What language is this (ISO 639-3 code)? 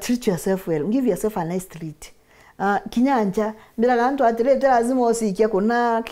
mer